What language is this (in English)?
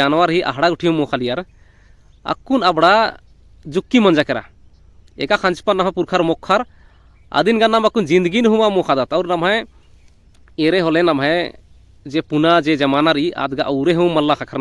Kurukh